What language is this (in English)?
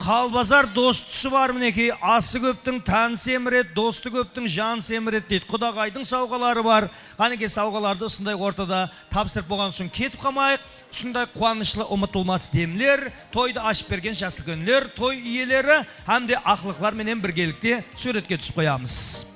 Kara-Kalpak